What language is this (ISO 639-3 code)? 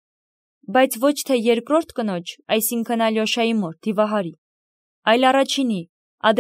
hye